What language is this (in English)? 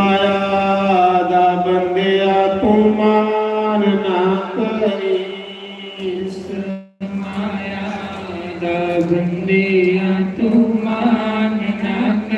Dogri